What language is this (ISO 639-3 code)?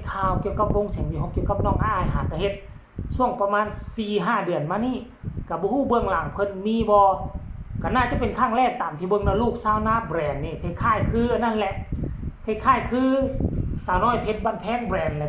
tts